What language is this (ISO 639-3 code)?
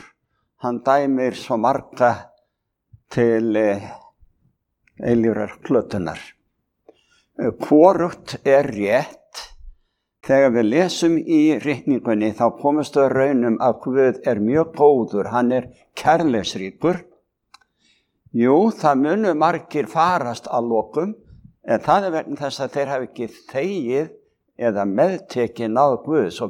isl